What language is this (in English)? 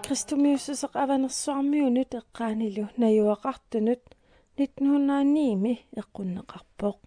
Kalaallisut